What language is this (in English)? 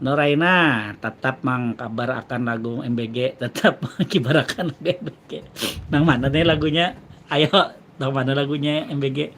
Banjar